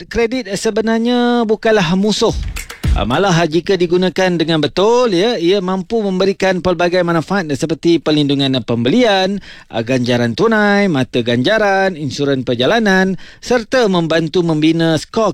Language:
Malay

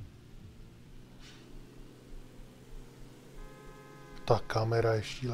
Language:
Czech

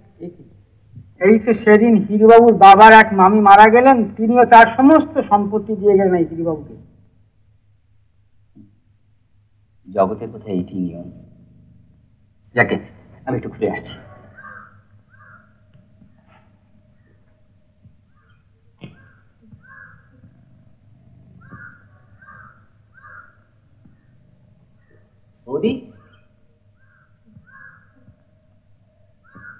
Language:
Bangla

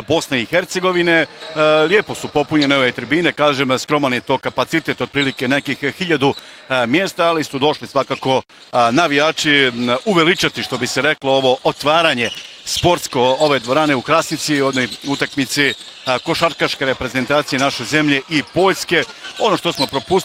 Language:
Bosnian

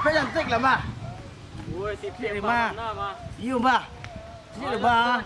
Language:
Minangkabau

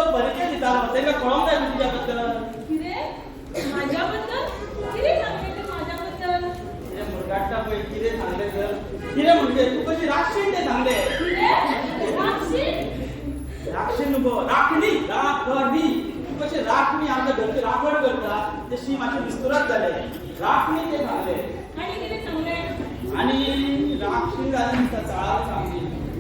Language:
Konkani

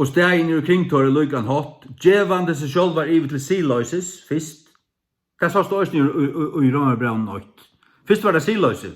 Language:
Faroese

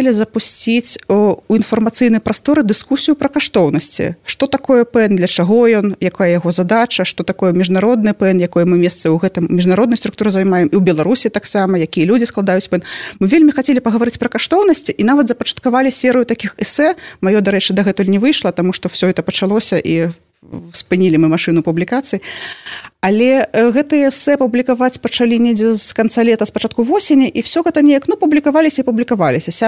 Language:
Belarusian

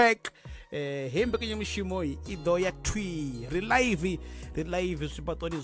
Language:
Venda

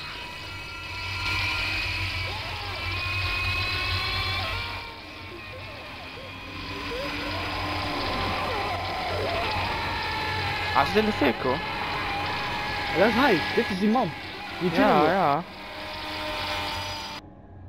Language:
Dutch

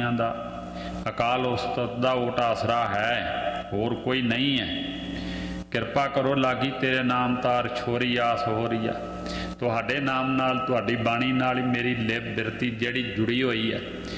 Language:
Punjabi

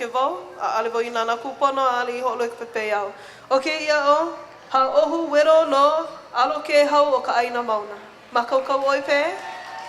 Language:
Hawaiian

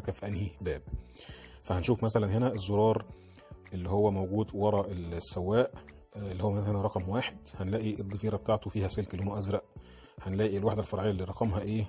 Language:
Egyptian Arabic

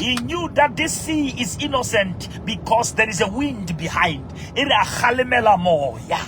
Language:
Southern Sotho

